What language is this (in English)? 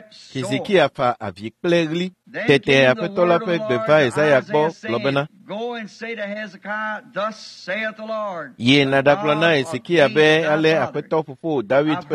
Ewe